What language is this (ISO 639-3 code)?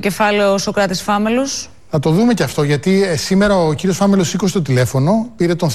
ell